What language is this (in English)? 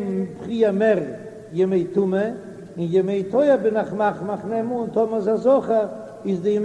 Yiddish